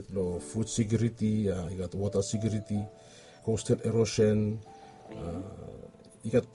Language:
Bislama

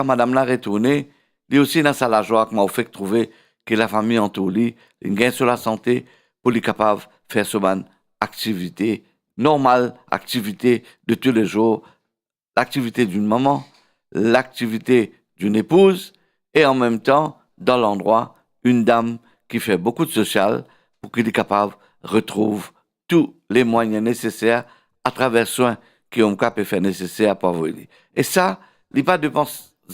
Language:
Morisyen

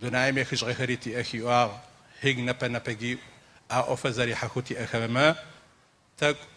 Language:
Adyghe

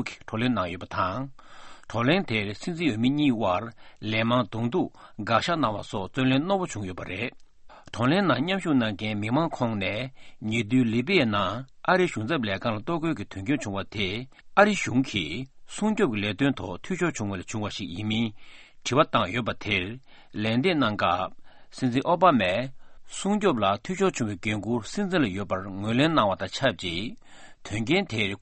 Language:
Tibetan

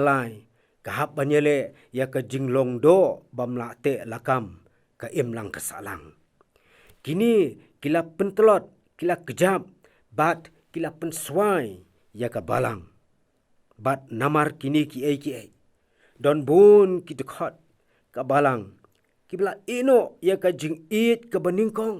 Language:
Khasi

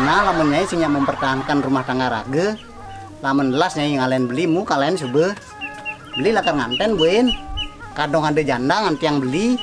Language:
Balinese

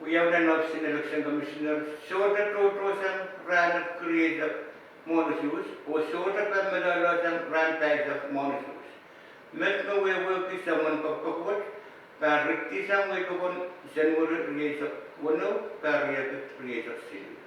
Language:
Pohnpeian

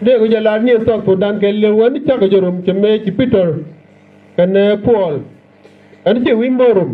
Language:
Nuer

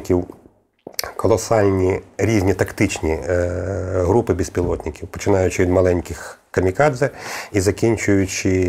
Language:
Ukrainian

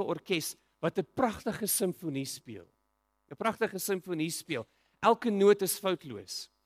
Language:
Afrikaans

